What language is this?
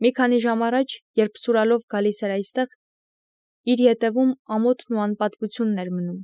Armenian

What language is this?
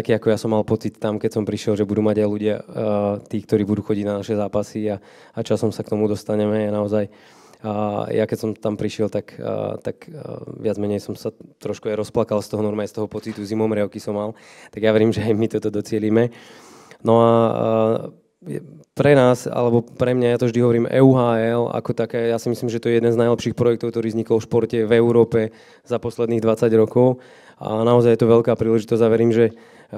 Slovak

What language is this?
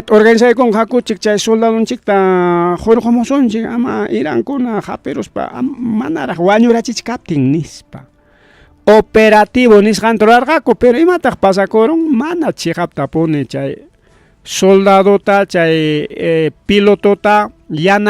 Ayacucho Quechua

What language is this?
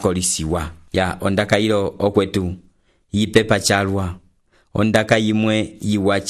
Umbundu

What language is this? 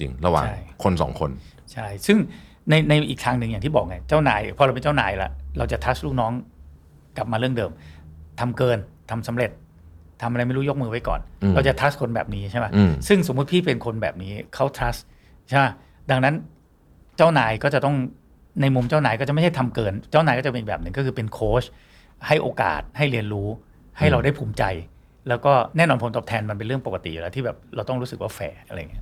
Thai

